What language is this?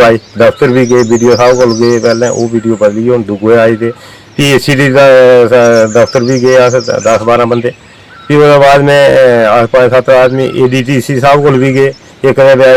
Dogri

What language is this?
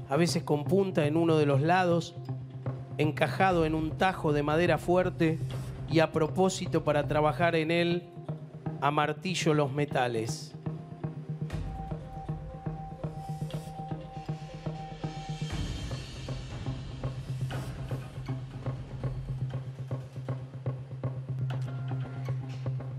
Spanish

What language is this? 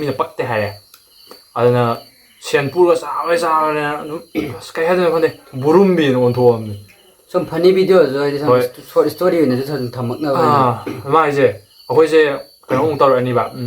Manipuri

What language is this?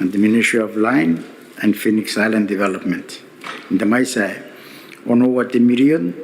Gilbertese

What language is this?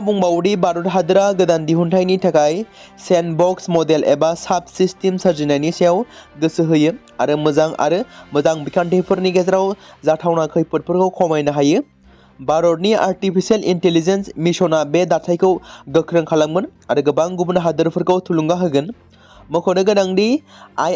Bodo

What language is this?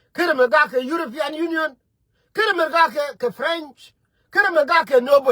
Nuer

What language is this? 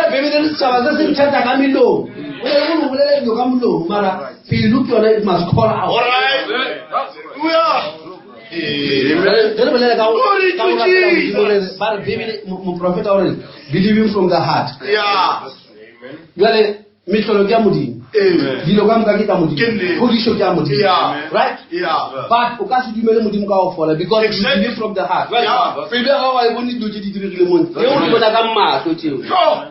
Northern Sotho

